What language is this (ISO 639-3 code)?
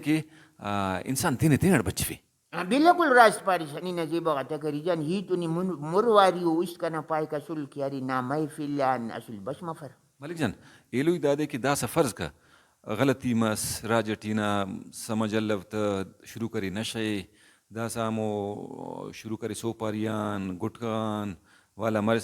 brh